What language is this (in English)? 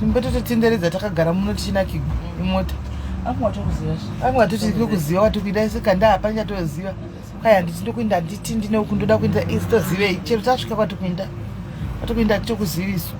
Shona